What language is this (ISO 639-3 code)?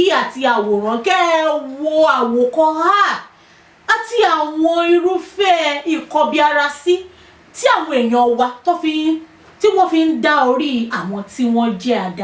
yor